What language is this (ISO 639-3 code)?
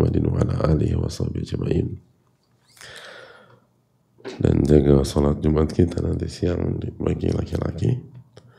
ind